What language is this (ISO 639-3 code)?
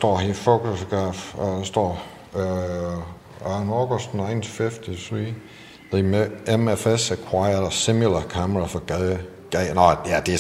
dan